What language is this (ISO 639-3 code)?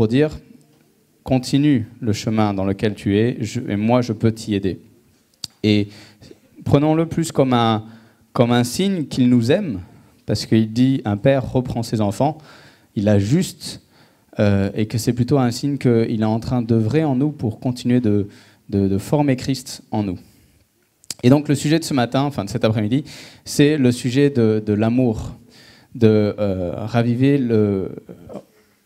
fra